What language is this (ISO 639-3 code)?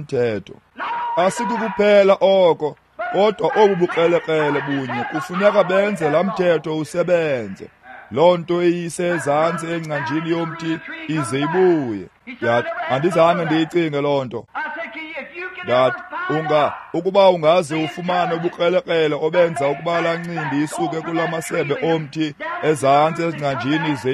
xho